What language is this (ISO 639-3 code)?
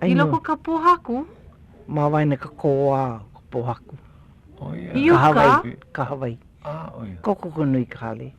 haw